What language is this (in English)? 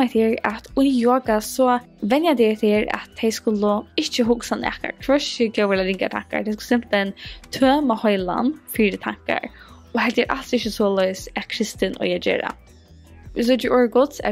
Faroese